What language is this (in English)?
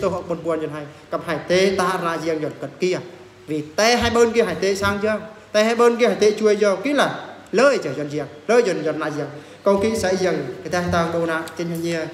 Eastern Bru